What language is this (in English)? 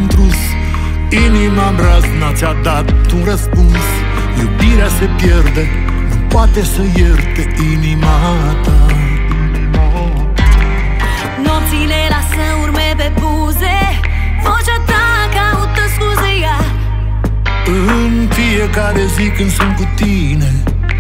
Romanian